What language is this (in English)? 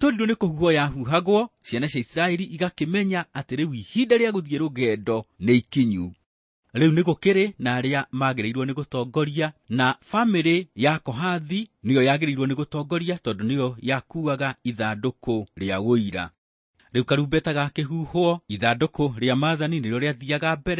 Kikuyu